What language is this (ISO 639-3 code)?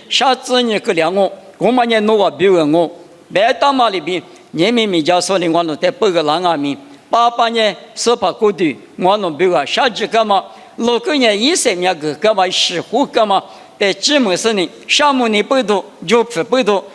lis